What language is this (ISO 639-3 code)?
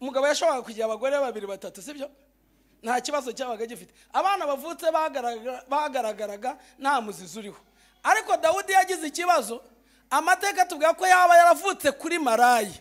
kin